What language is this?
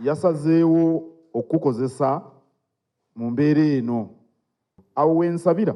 Ganda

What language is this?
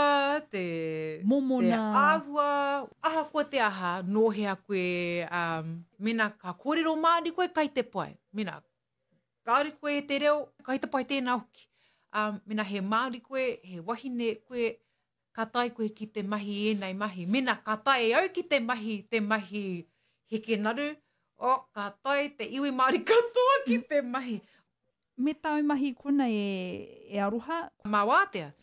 Māori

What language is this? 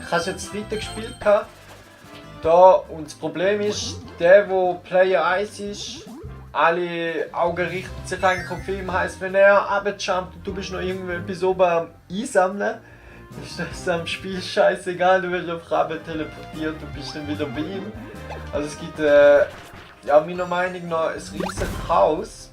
Swiss German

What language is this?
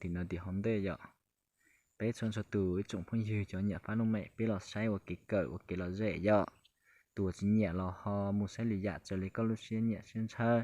Hmong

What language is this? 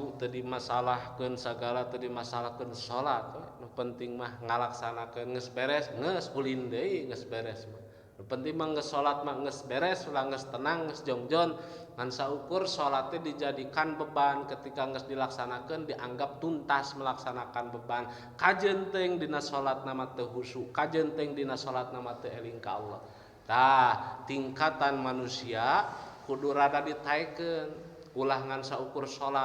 Sundanese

